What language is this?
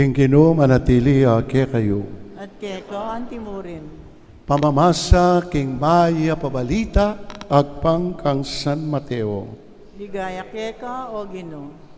Pampanga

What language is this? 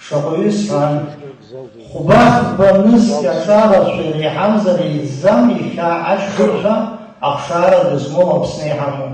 Abkhazian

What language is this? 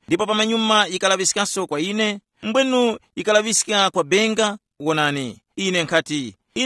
Tumbuka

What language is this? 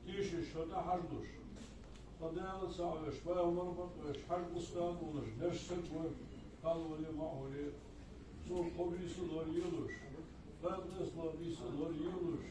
Ingush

